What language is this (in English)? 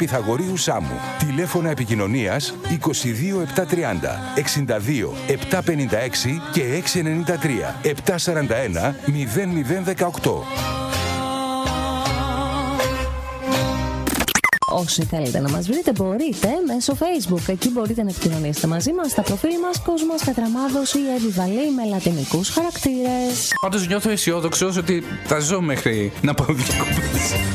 Greek